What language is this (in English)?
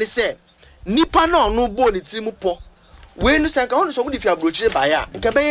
Akan